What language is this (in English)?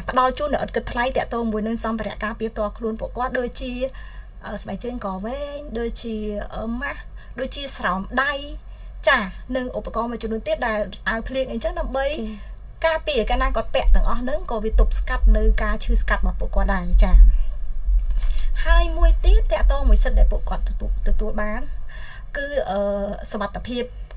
Khmer